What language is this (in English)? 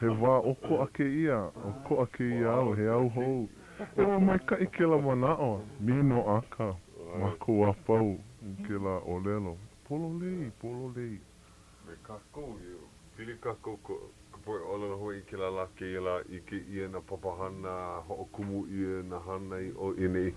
Hawaiian